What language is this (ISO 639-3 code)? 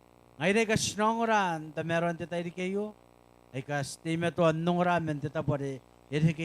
gil